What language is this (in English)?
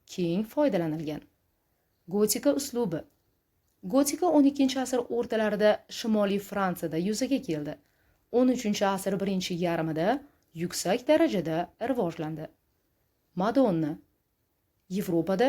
Uzbek